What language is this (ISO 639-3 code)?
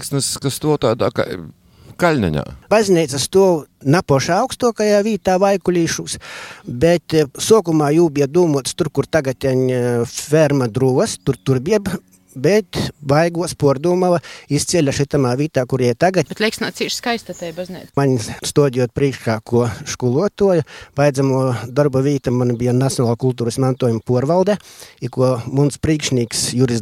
lav